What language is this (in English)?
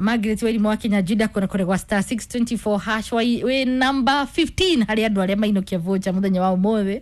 Kikuyu